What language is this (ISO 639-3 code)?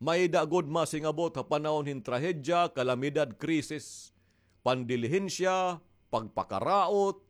war